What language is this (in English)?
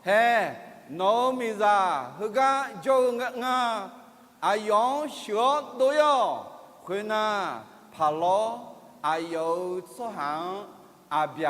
Akha